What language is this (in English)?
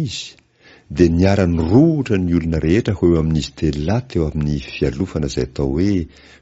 Malagasy